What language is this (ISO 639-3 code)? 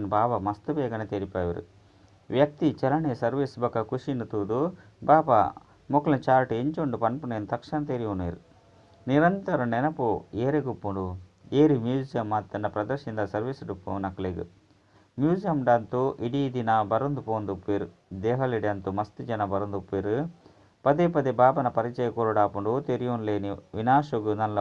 tcy